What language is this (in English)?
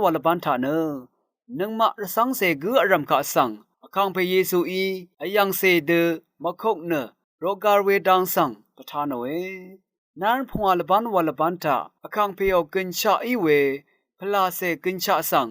Rawang